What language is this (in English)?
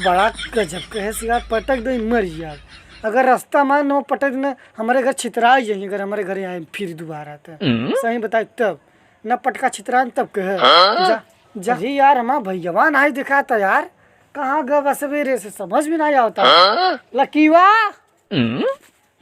Awadhi